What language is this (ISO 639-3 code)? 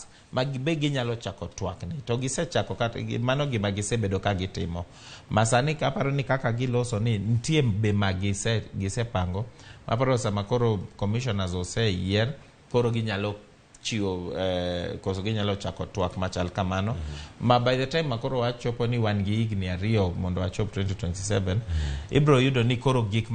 luo